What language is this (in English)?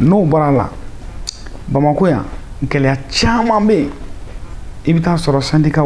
Bambara